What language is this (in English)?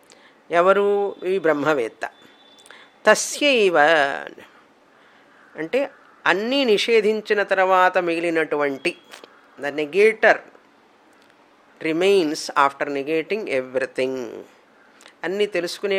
Telugu